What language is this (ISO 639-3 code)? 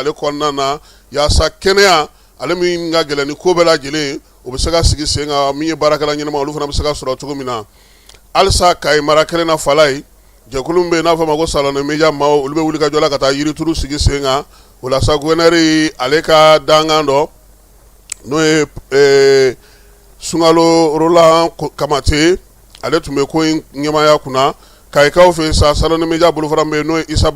bam